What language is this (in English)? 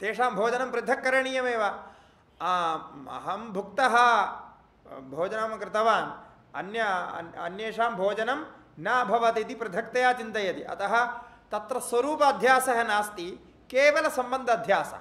Sanskrit